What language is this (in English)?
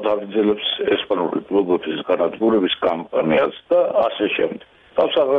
Georgian